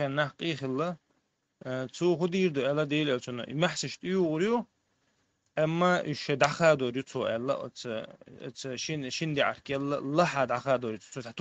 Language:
Chechen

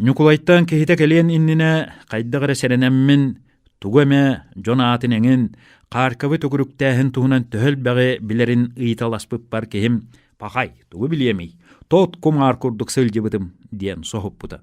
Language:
Yakut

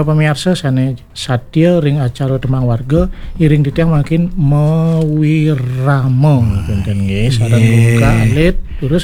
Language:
Balinese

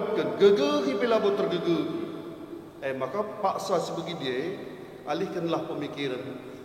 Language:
Batak Karo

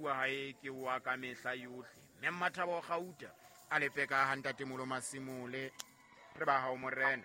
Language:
Southern Sotho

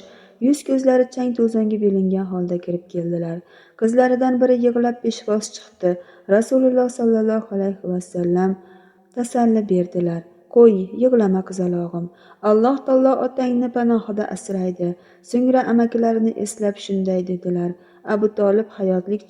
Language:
Uzbek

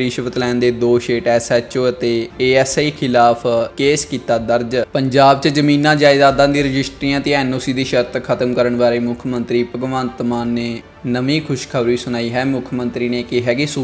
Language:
Punjabi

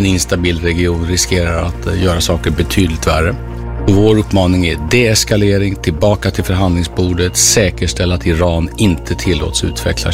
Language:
Swedish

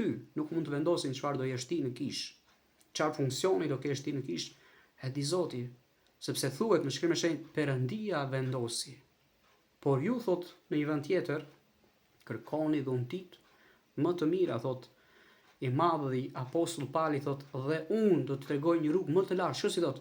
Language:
Albanian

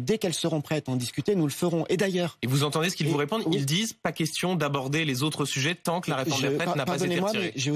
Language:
French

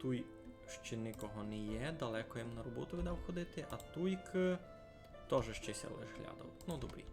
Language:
Rusyn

